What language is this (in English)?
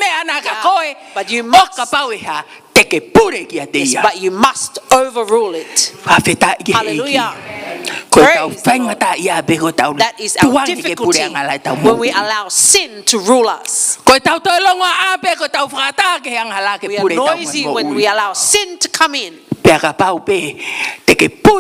Tongan